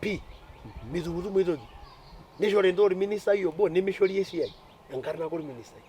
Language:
Masai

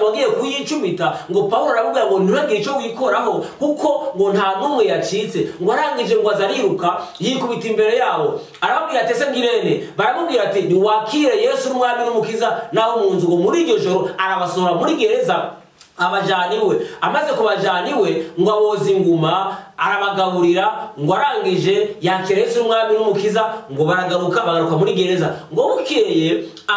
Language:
Kinyarwanda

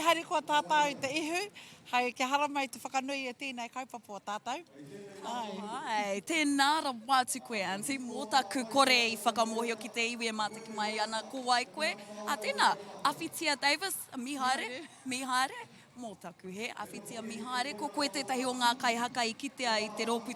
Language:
Māori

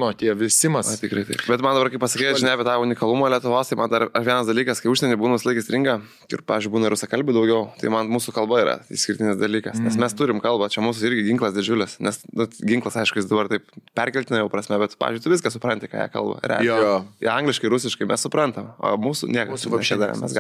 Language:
Lithuanian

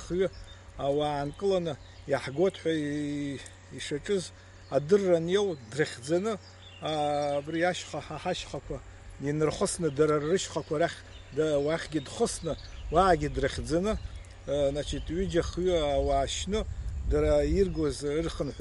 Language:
Abkhazian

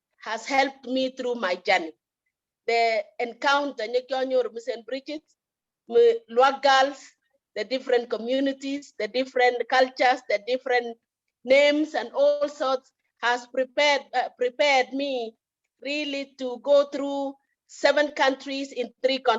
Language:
Kalenjin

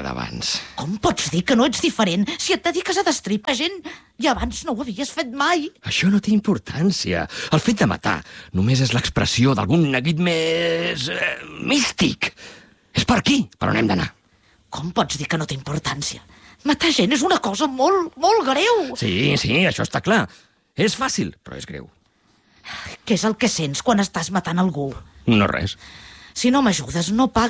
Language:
Catalan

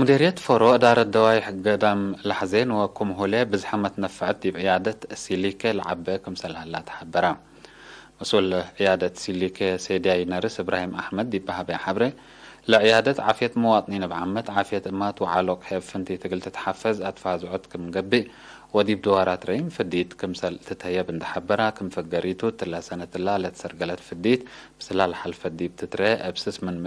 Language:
Tigre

